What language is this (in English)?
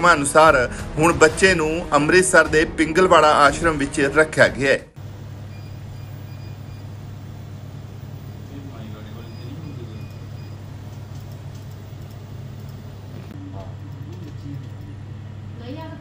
Punjabi